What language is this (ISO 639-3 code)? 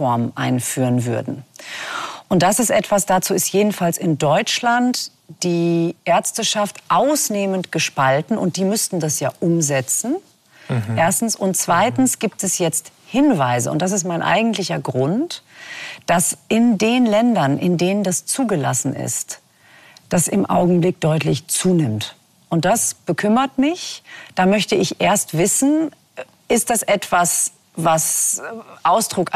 deu